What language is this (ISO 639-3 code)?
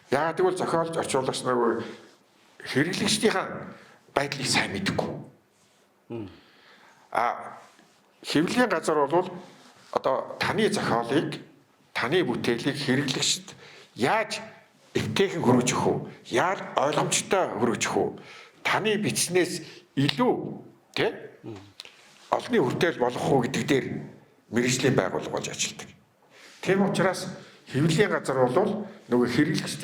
mon